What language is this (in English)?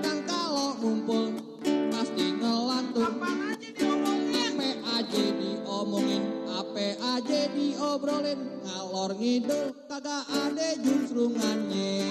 Betawi